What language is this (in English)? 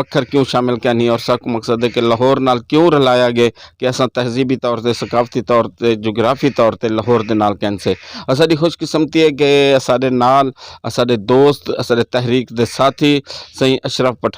Saraiki